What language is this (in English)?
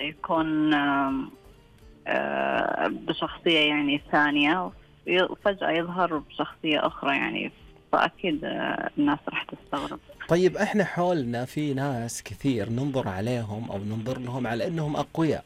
Najdi Arabic